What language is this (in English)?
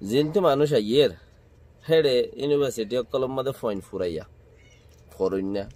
Rohingya